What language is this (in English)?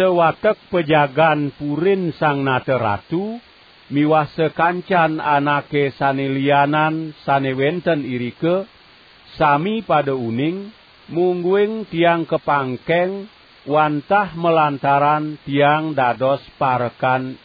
Balinese